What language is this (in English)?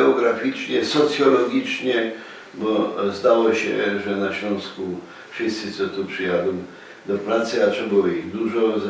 Silesian